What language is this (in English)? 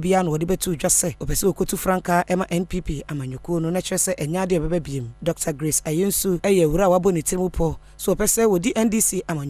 Akan